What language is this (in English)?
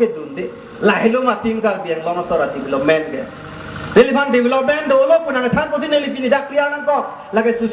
Karbi